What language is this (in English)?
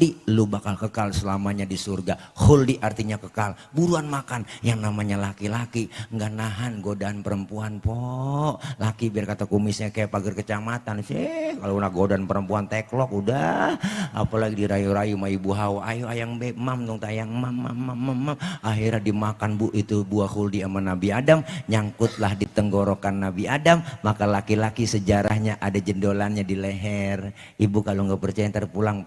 Betawi